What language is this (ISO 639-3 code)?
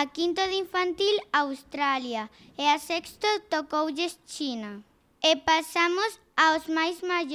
glg